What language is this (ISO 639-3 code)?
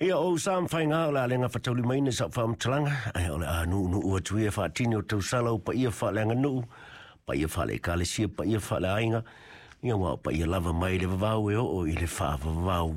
smo